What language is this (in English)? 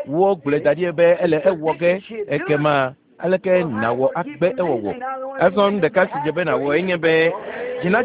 Ewe